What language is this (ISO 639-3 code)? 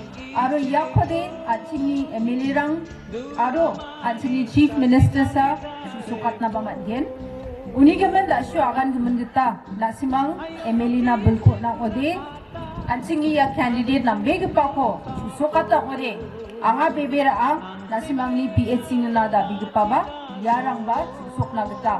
grt